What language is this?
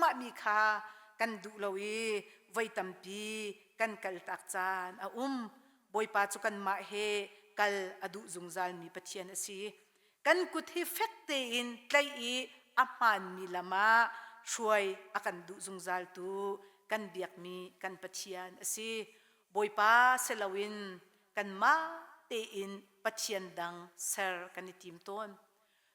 Hakha Chin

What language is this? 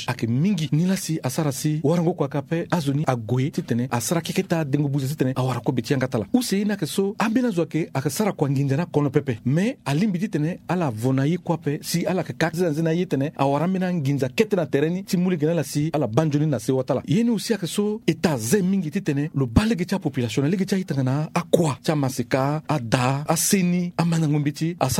Sango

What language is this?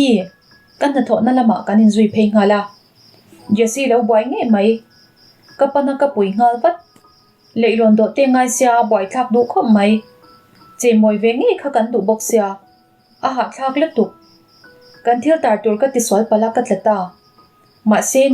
Mizo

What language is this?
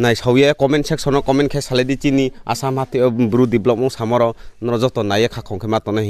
Riang (India)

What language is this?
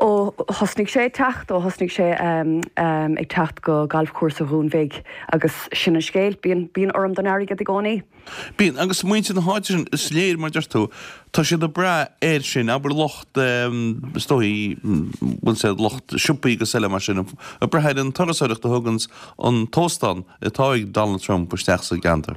Irish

